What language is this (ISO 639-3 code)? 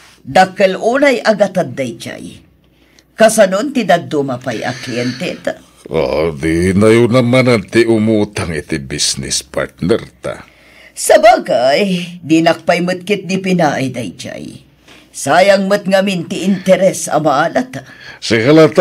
ilo